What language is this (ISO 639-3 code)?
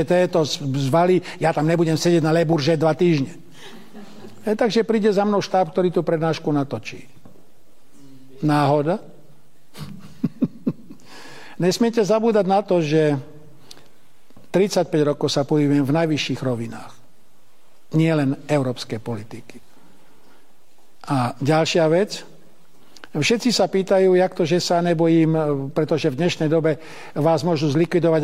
slk